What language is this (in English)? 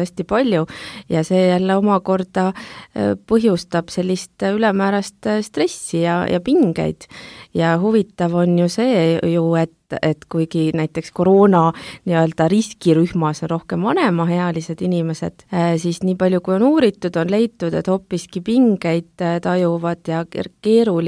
Estonian